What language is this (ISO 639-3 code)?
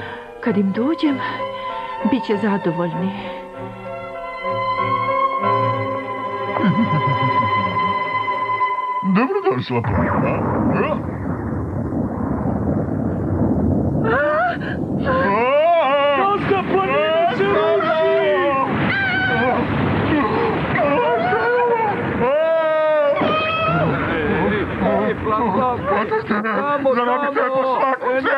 hrv